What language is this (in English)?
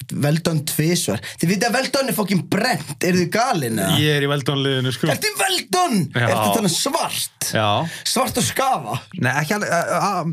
Icelandic